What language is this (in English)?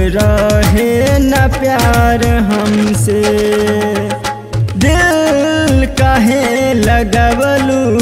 Bhojpuri